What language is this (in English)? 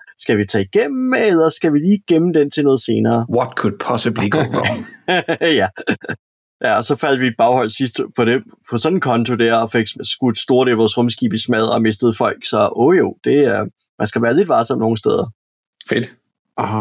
Danish